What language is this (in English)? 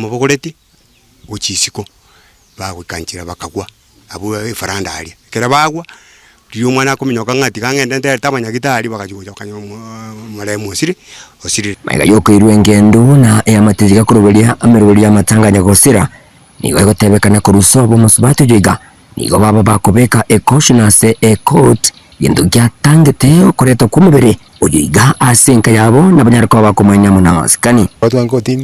Gusii